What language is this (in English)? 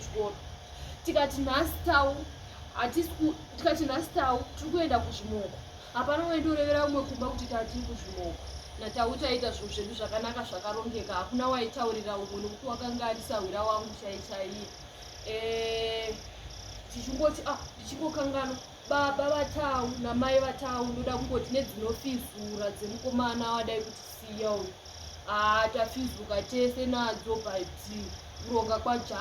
Shona